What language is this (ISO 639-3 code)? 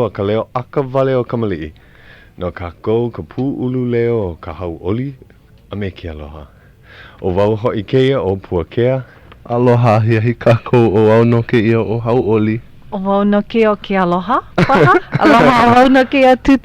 haw